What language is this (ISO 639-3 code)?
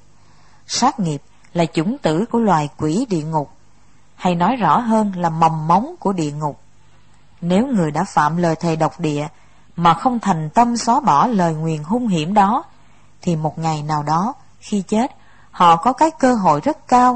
vie